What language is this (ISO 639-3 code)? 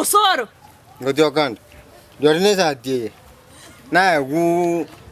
guz